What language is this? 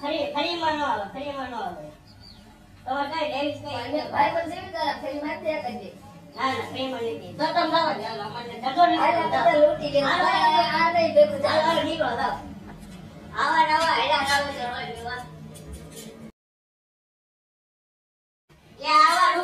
Gujarati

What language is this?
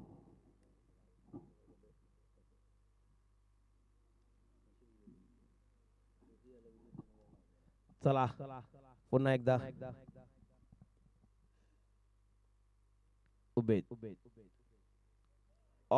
Marathi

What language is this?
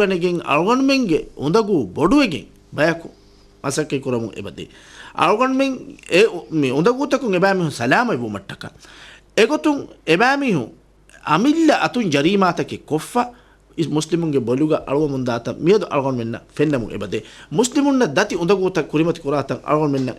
Divehi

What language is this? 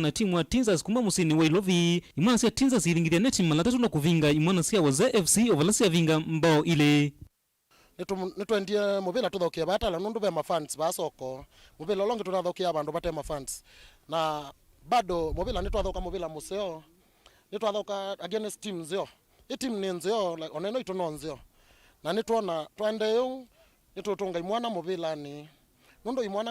Kamba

